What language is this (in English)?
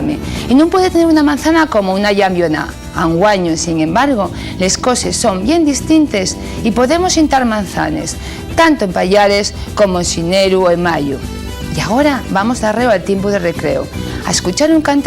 Asturian